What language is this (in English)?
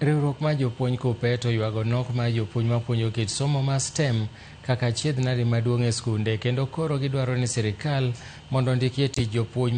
Luo (Kenya and Tanzania)